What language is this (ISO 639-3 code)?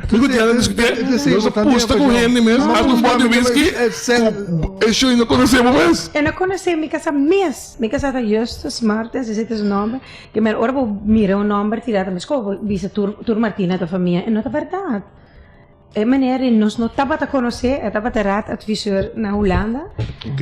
pap